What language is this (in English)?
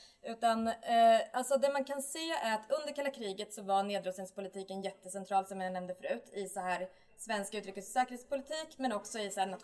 Swedish